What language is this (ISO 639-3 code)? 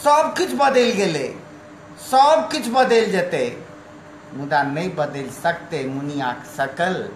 mai